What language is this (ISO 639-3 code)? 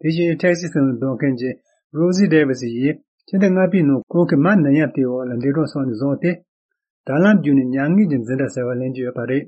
bod